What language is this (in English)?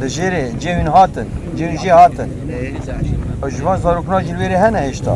Kurdish